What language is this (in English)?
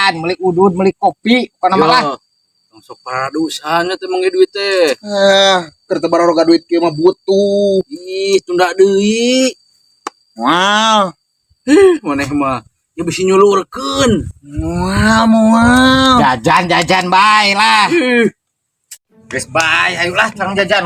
Sundanese